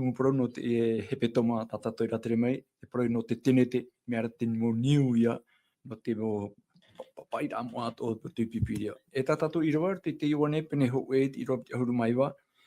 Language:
Tahitian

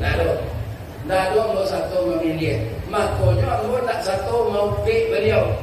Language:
Minangkabau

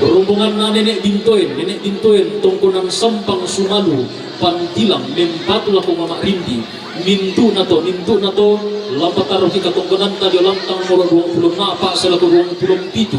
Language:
Toraja-Sa'dan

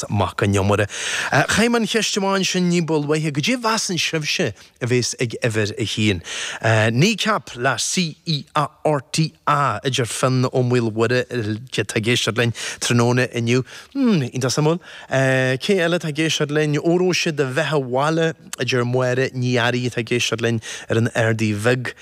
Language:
Irish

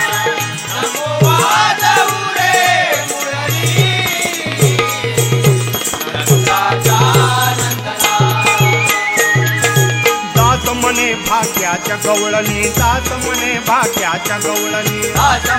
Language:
Marathi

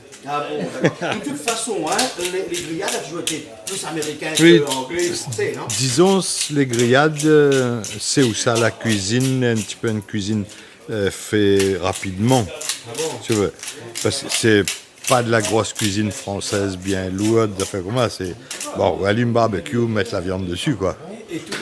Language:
Réunion Creole French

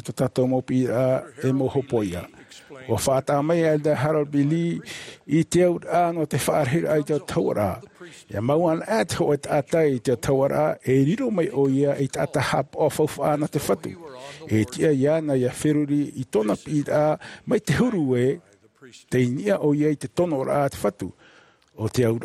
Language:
Tahitian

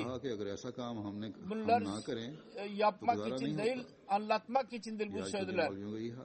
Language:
Turkish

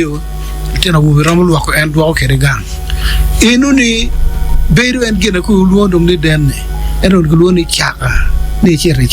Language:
Acoli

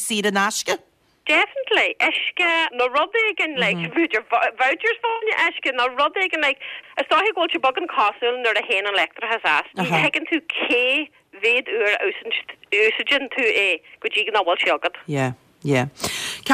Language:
Irish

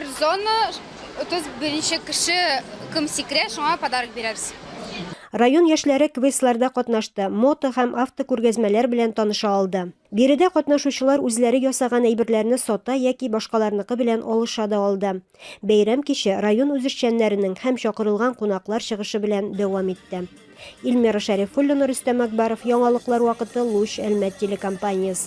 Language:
Tatar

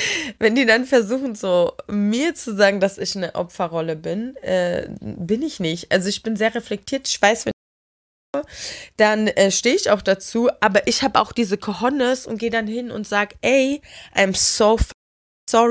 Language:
German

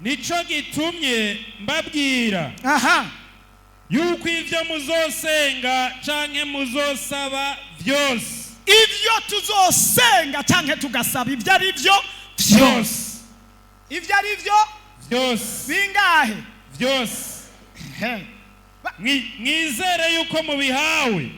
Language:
Rundi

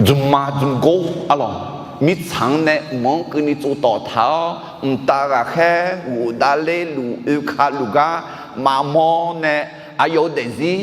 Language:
Akha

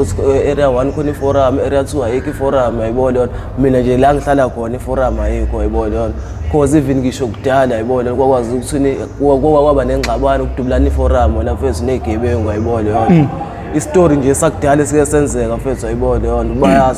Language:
Zulu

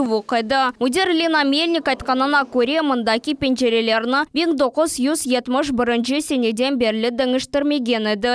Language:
Crimean Tatar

